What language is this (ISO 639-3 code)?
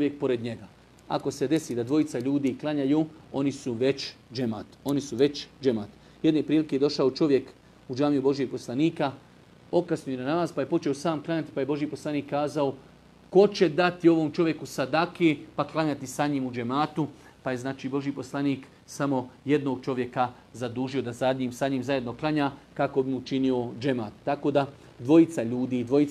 bos